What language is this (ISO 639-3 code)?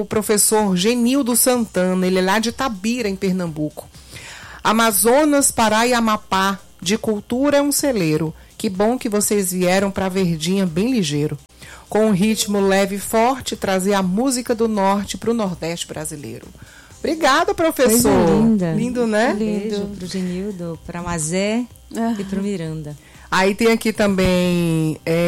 por